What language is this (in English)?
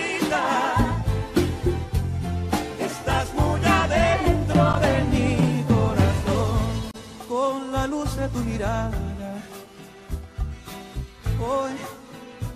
Spanish